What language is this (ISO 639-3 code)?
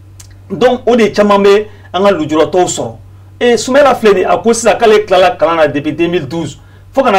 bam